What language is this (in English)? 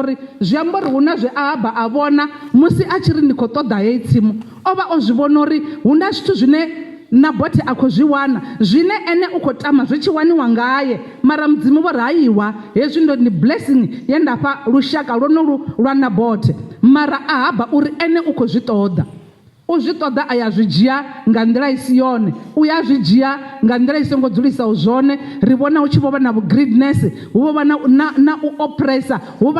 Venda